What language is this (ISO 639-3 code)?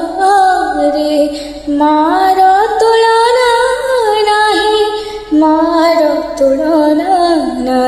ori